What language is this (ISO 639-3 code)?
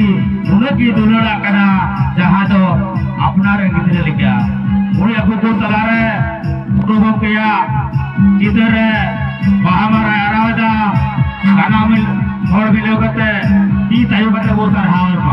sat